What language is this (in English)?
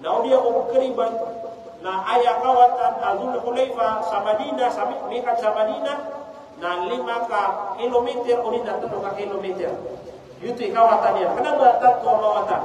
Maranao